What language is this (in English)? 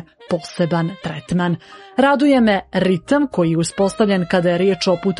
Serbian